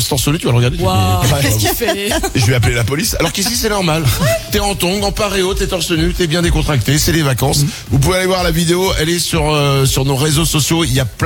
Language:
French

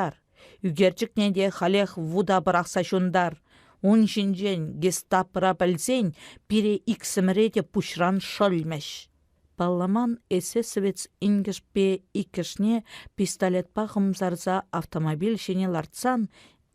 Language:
Chuvash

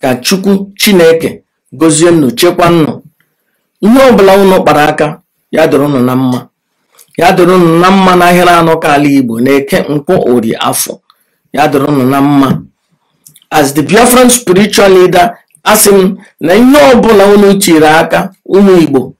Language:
Igbo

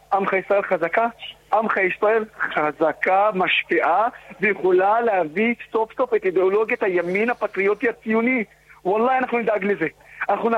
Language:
Hebrew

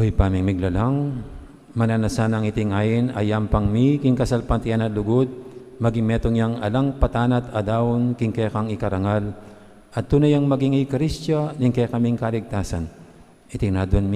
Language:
Pampanga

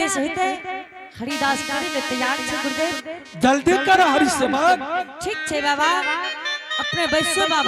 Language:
Angika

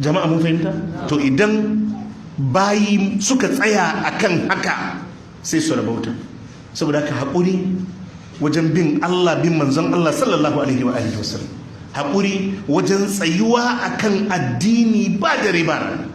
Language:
Hausa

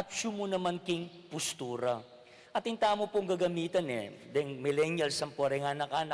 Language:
Pampanga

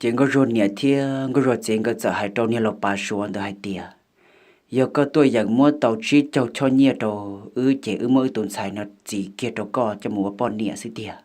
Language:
Hmong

